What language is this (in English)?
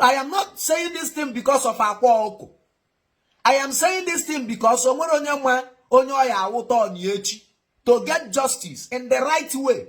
Igbo